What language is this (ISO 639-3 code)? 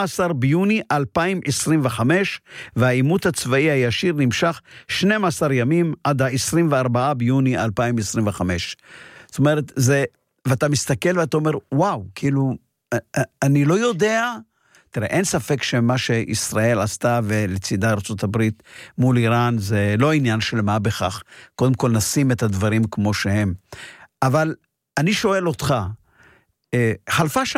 heb